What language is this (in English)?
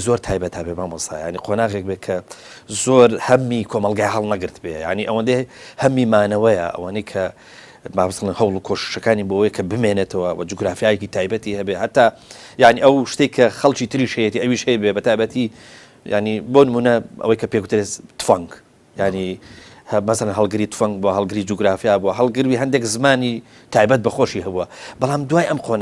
Central Kurdish